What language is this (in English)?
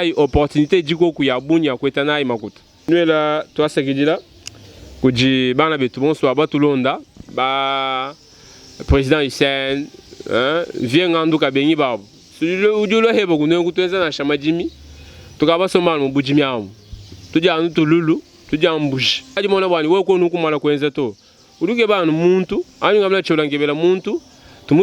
Luba-Lulua